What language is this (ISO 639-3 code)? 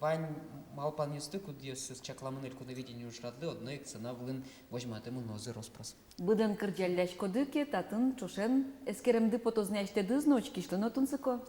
udm